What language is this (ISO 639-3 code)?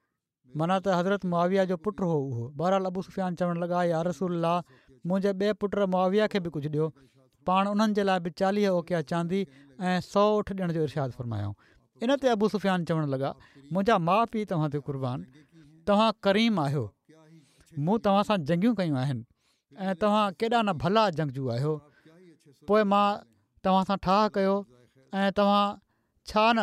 snd